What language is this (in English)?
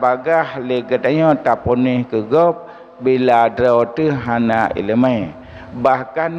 Achinese